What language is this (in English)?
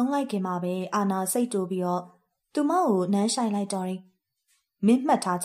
Burmese